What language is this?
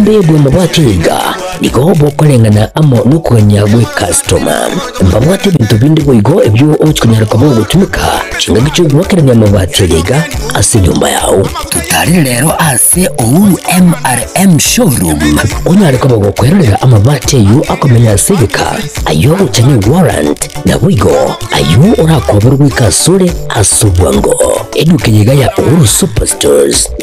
Gusii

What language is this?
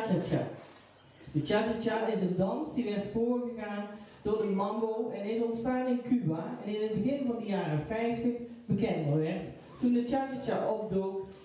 Dutch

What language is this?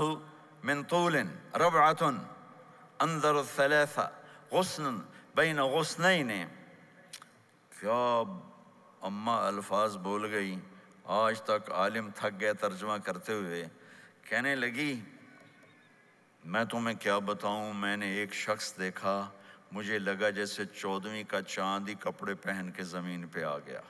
Urdu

